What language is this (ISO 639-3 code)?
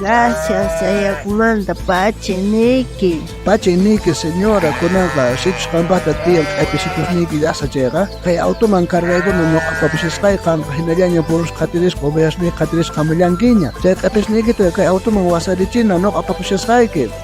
quh